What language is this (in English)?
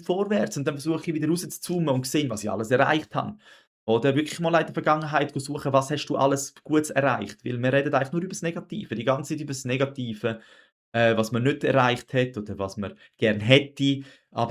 Swiss German